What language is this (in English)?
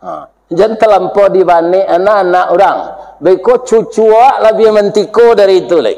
Minangkabau